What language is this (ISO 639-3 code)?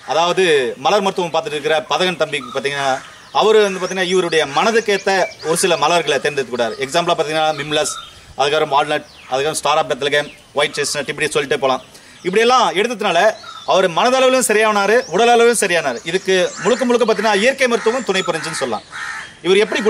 tam